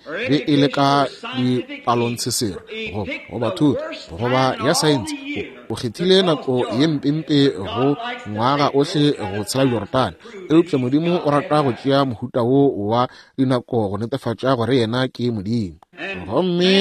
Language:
Northern Sotho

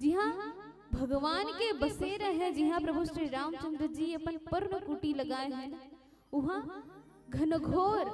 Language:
Chhattisgarhi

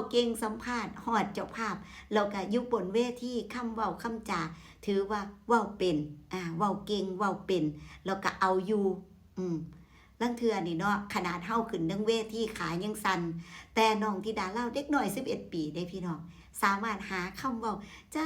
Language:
Northeastern Thai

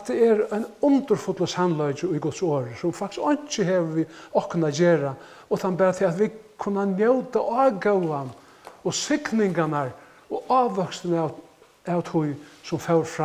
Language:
Faroese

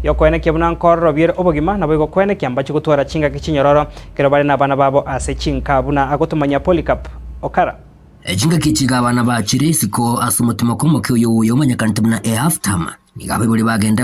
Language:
Gusii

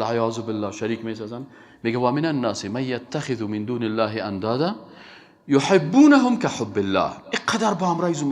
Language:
Persian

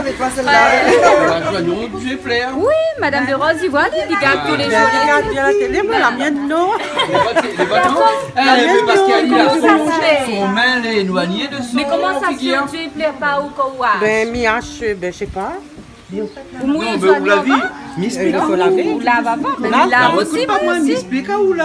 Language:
Réunion Creole French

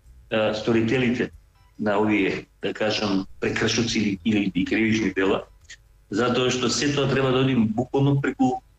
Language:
Macedonian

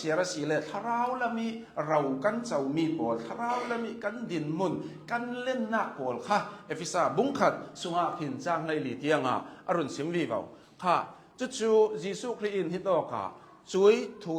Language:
Hakha Chin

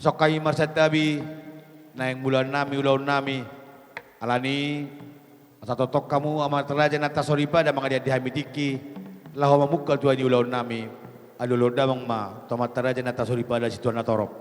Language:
Batak Toba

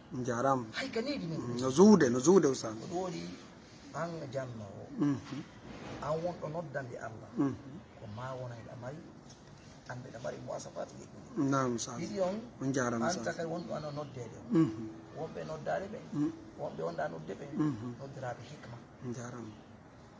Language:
Fula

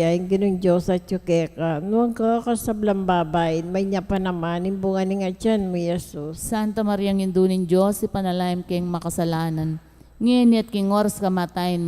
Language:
Pampanga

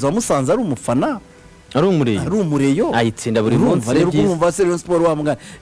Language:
Kinyarwanda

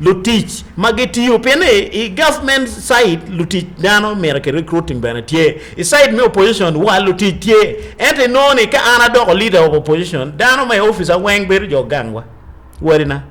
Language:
Acoli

